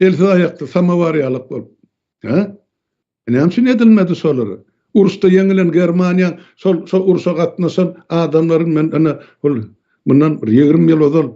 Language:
Turkmen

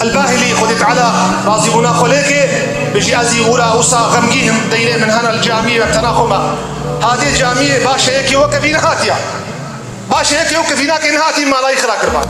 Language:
Kurdish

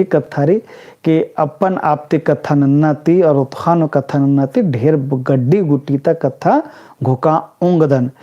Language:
Kurukh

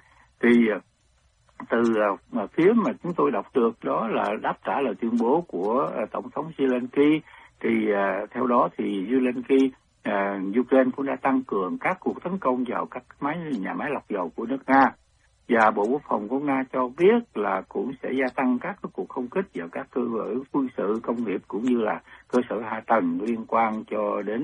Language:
Vietnamese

